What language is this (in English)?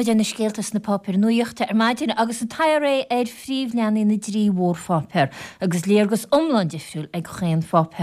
Irish